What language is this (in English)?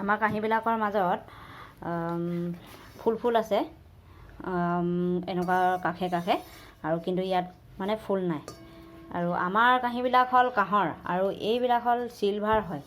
Assamese